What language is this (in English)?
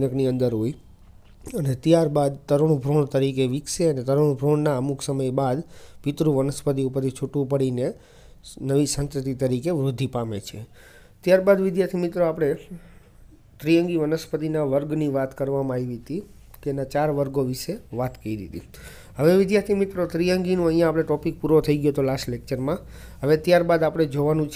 Gujarati